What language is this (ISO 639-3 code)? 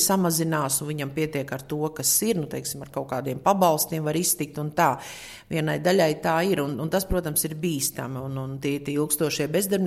lav